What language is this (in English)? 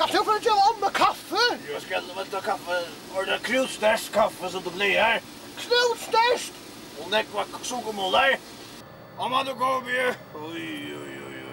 Faroese